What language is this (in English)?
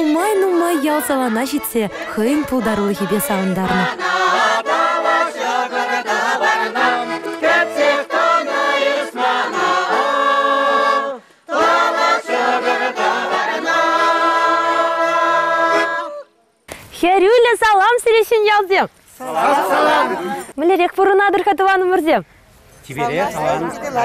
Chuvash